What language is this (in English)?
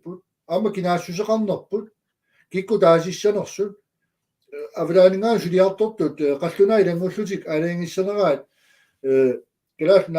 Kalaallisut